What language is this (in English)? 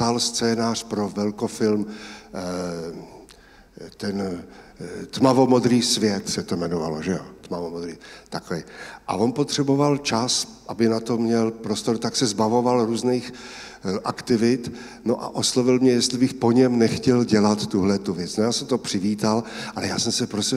Czech